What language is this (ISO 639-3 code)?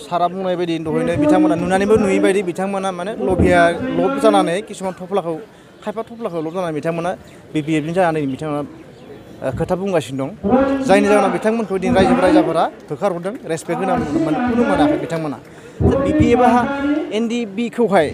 brx